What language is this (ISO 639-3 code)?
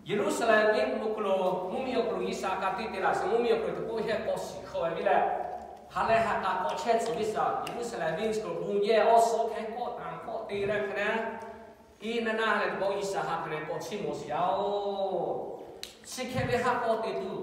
lhu